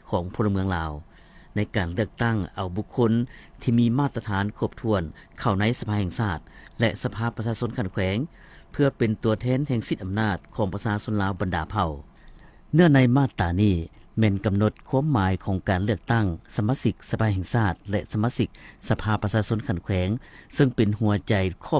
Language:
Lao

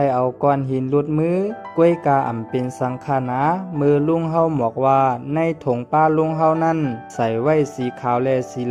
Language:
Shan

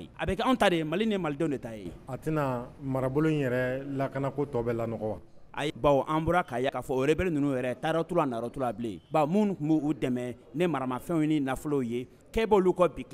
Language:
Bambara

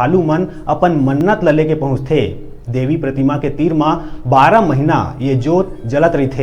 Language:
Chhattisgarhi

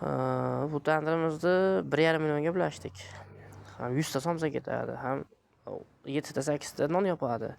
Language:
Uzbek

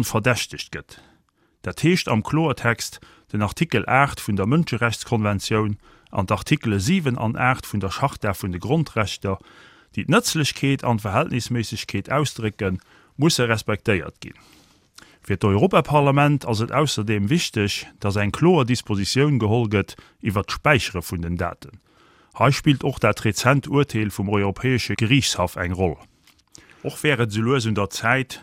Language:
Luxembourgish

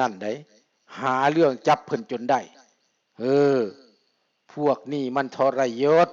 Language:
Lao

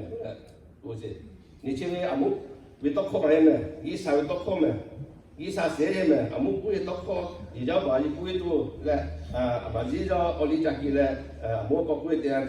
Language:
Lahu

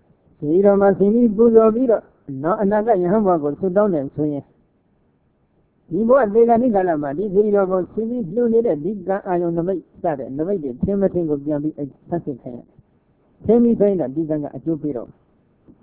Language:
Burmese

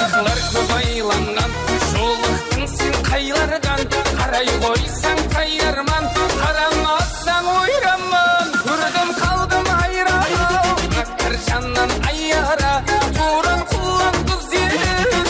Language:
Kara-Kalpak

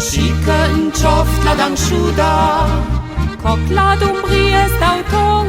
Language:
Ladin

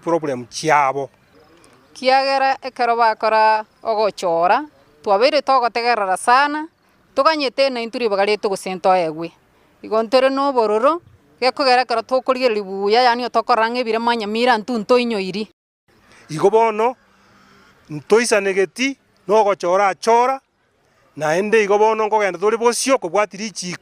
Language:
Gusii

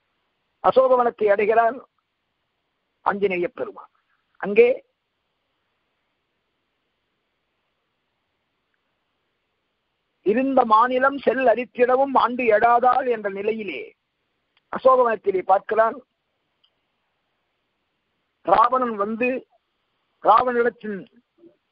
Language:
Tamil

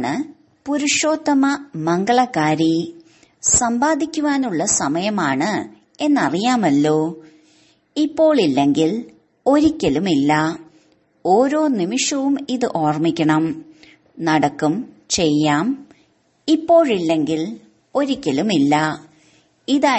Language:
Malayalam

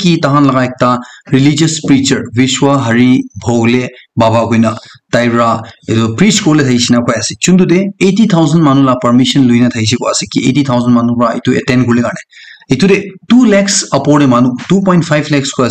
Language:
Naga Pidgin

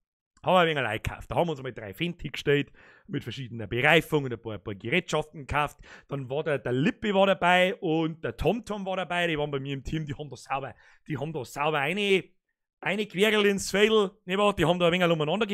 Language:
Bavarian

